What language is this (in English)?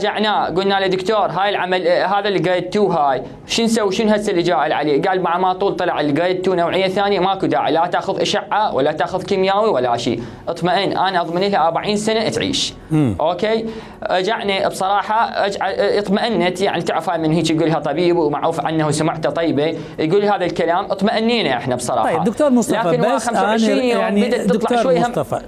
Mesopotamian Arabic